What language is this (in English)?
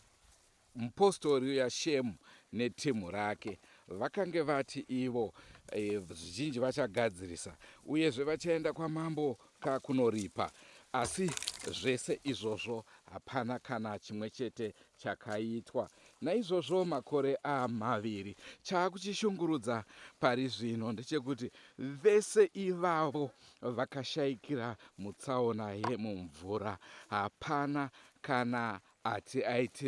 Shona